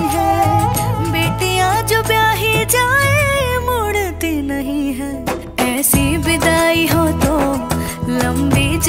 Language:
Hindi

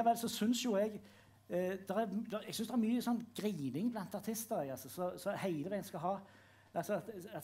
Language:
Norwegian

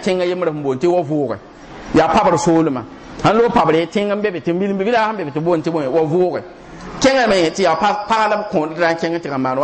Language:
Mossi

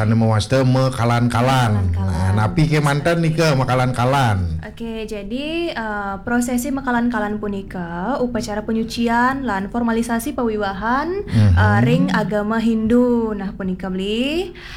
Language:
Balinese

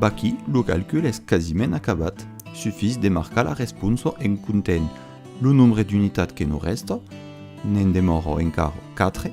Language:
Occitan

